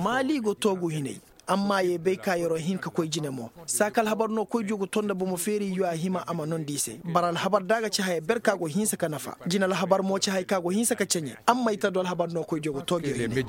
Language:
Koyraboro Senni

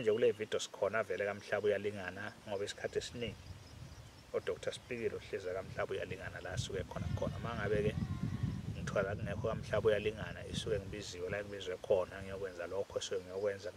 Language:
Zulu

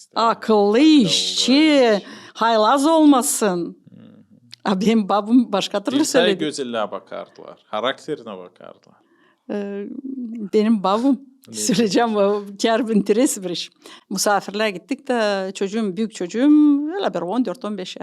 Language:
Gagauz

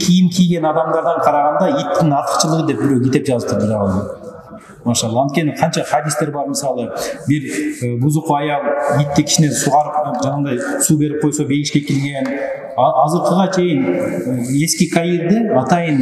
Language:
Kyrgyz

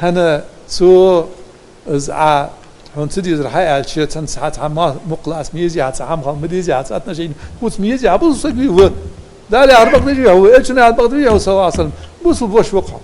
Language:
Ingush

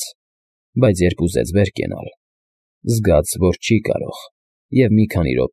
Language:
Armenian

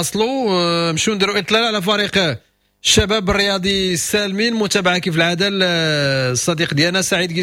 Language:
Moroccan Arabic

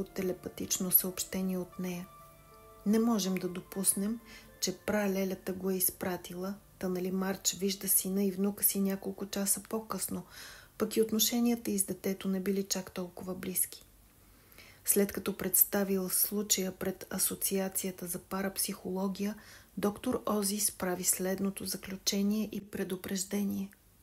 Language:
Bulgarian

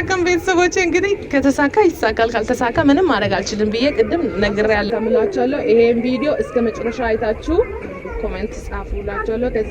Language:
Amharic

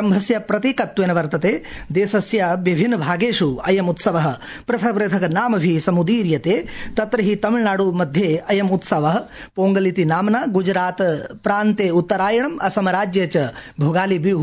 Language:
Sanskrit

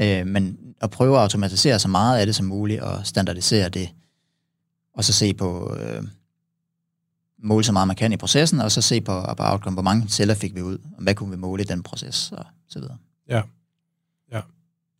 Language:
Danish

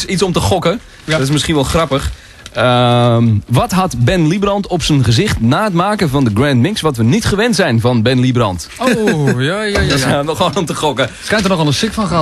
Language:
Dutch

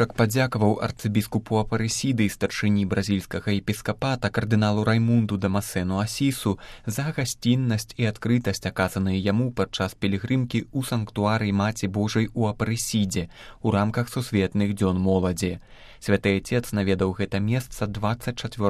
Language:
Belarusian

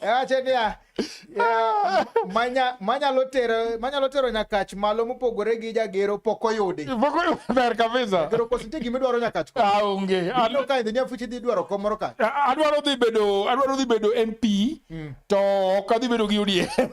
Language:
Luo (Kenya and Tanzania)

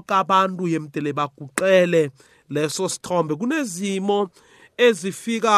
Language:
South Ndebele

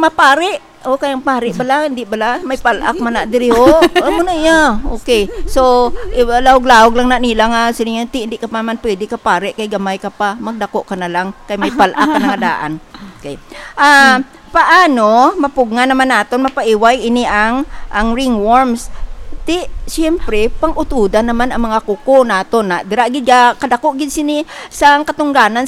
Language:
Hiligaynon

